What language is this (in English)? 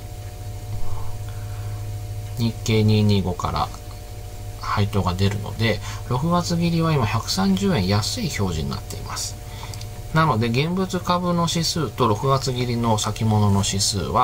Japanese